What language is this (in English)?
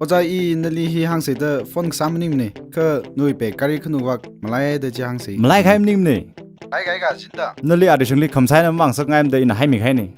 Tangkhul Naga (India)